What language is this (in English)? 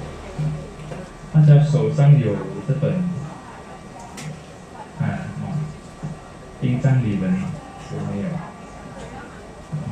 Chinese